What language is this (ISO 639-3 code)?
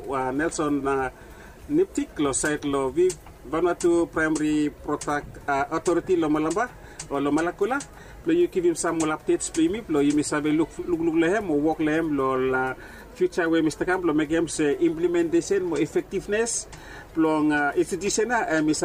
bis